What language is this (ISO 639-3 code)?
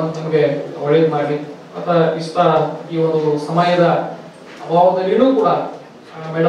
kan